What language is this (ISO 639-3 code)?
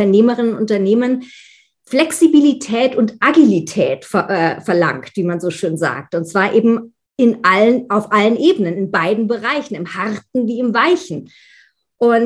deu